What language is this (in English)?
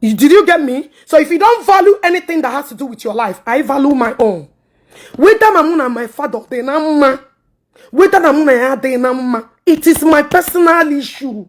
Igbo